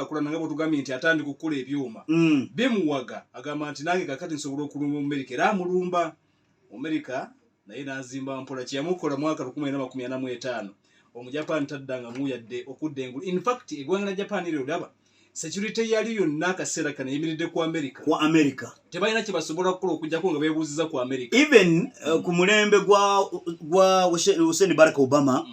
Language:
Ganda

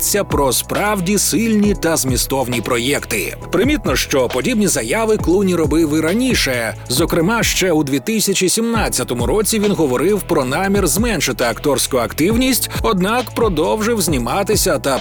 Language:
Ukrainian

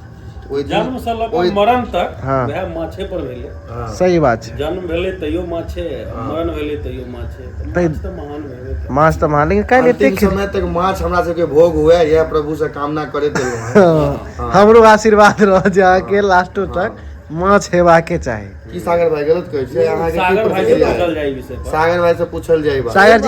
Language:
Maithili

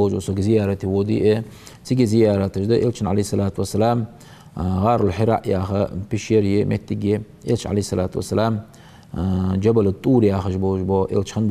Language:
Ingush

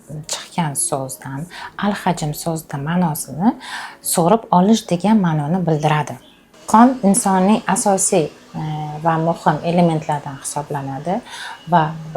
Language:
Uzbek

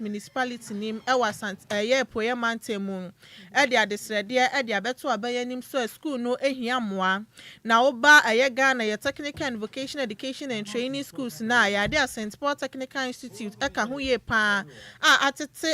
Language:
Akan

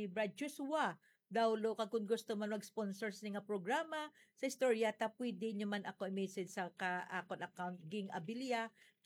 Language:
Hiligaynon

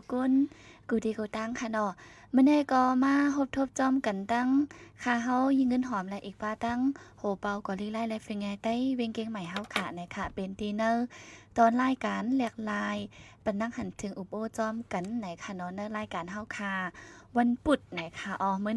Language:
Shan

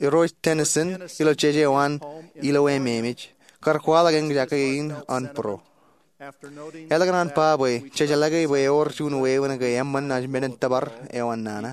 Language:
Marshallese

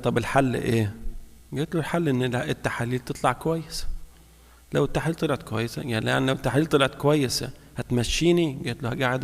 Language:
Egyptian Arabic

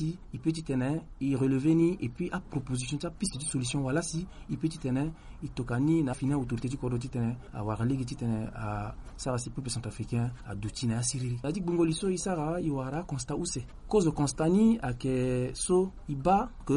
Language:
Sango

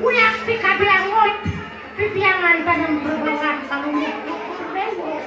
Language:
Balinese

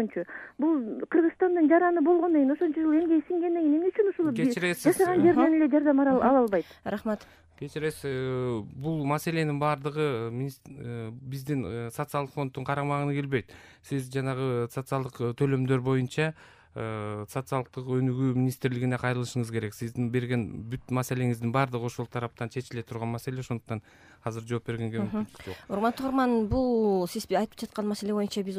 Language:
Kyrgyz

